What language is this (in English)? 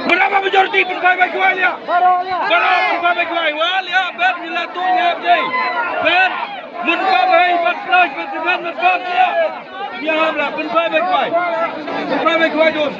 Khasi